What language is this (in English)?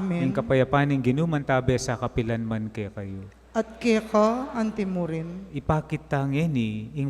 Pampanga